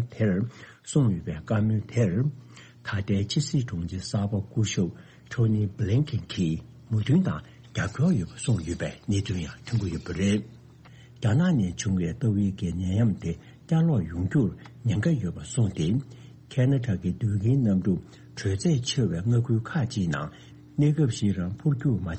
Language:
Tibetan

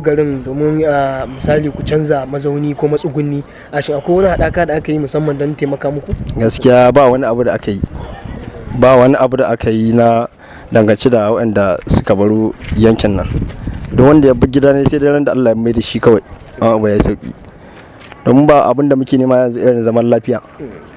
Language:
Hausa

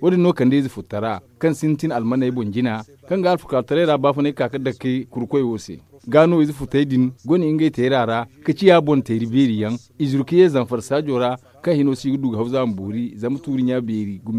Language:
Zarma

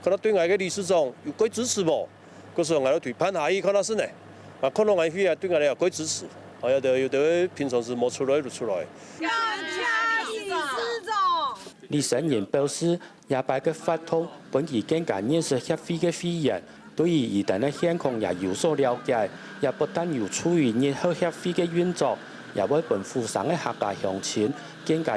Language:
Hakka Chinese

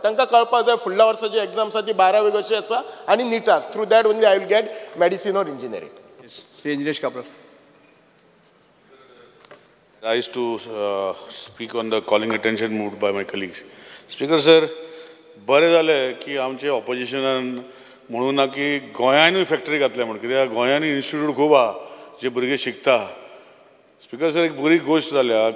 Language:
Konkani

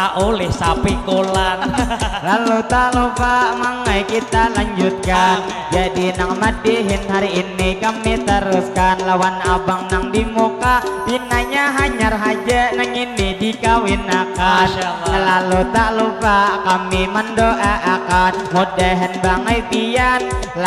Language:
Banjar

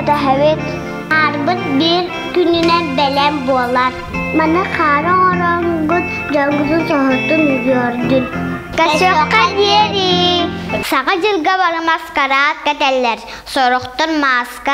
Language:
Yakut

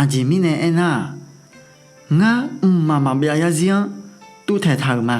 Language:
Akha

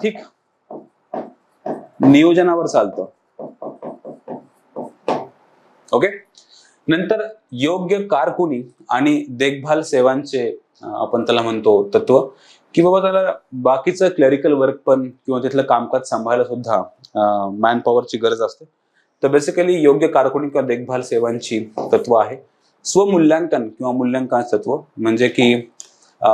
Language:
Marathi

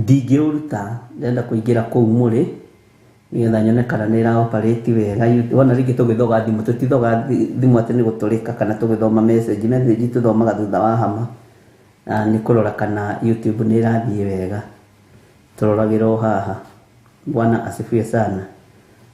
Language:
Kikuyu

